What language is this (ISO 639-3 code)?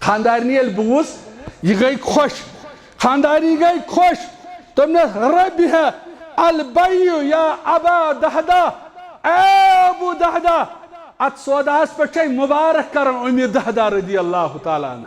kas